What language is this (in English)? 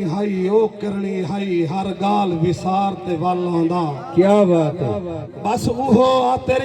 Saraiki